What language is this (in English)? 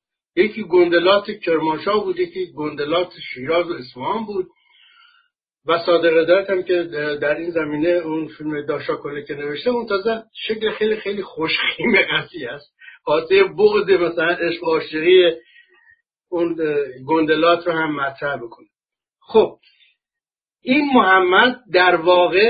Persian